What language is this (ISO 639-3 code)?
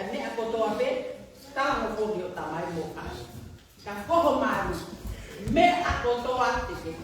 ton